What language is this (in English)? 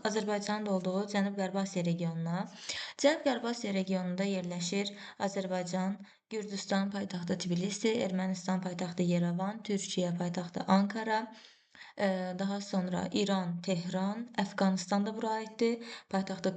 Azerbaijani